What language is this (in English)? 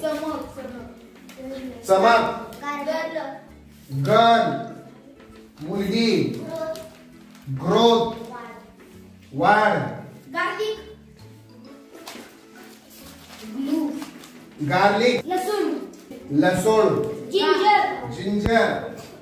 Marathi